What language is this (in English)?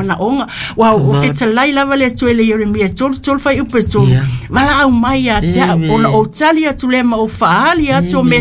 Samoan